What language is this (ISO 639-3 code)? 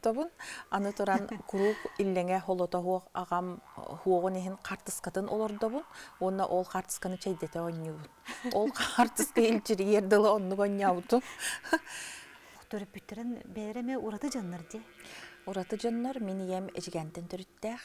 sah